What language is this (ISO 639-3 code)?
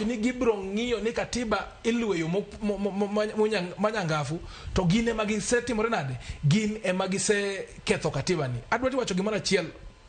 luo